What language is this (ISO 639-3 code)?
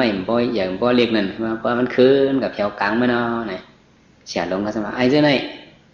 shn